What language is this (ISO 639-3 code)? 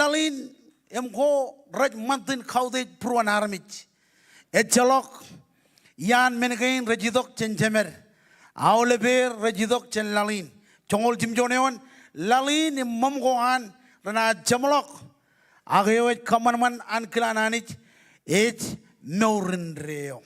mah